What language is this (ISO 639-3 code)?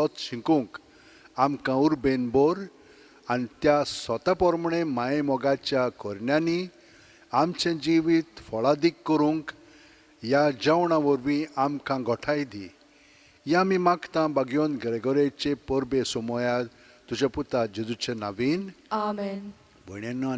kok